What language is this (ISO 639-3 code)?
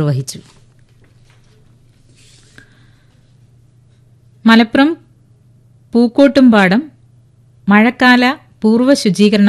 mal